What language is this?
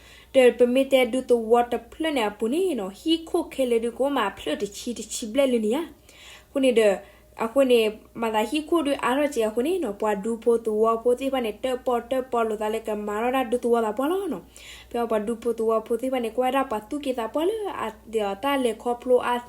S'gaw Karen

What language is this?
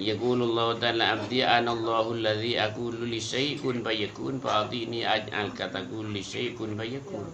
Madurese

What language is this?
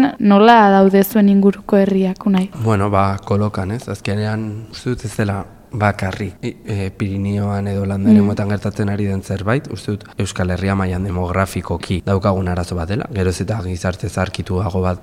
Basque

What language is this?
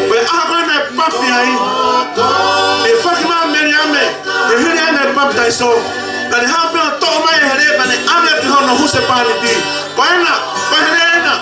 Tongan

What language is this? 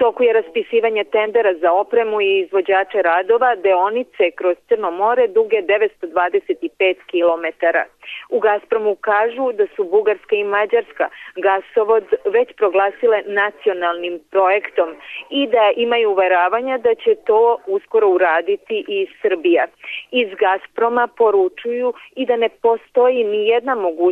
Serbian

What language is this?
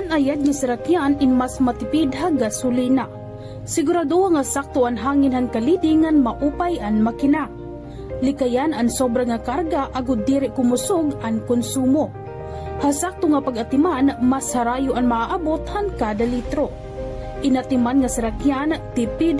Waray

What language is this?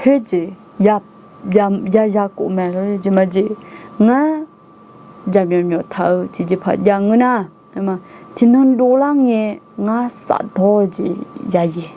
Akha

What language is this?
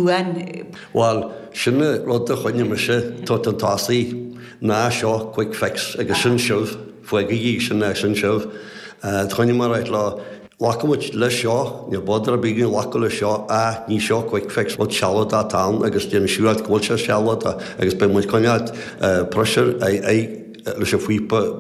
Irish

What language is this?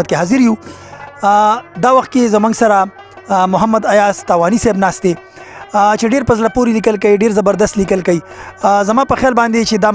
Pashto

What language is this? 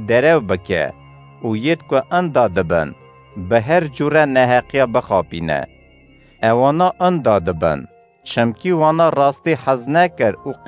Kurdish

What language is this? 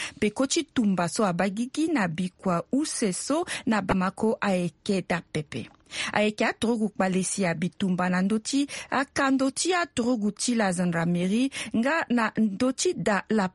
Sango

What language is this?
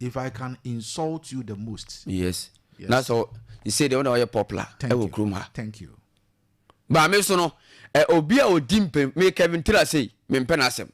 Akan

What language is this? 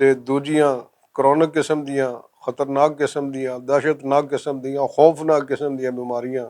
Western Panjabi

